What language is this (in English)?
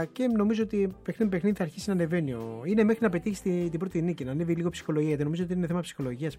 Greek